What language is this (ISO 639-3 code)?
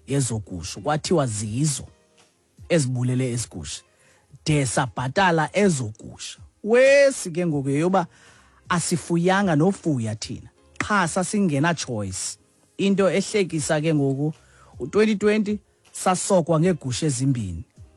xho